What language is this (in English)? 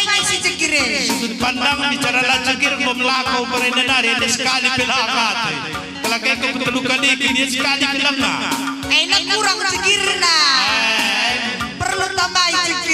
Batak Karo